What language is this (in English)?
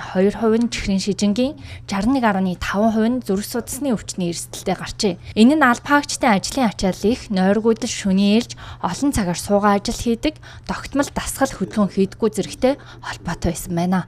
Mongolian